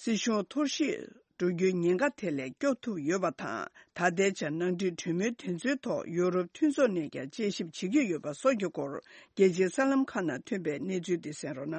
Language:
Tibetan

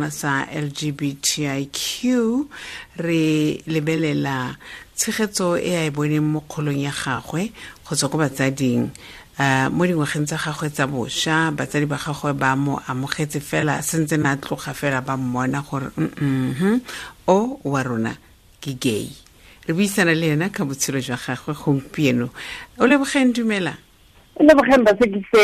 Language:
Tswana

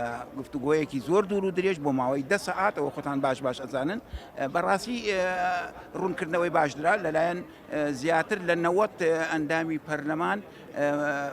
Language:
Central Kurdish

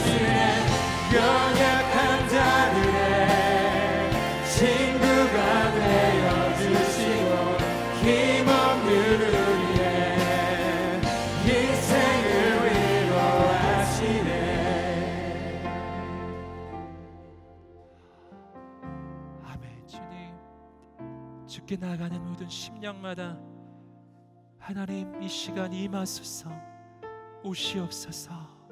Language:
Korean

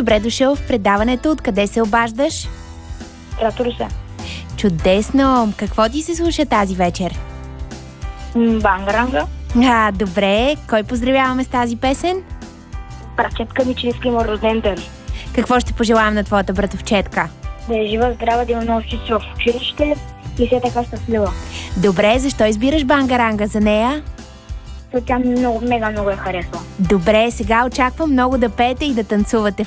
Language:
Bulgarian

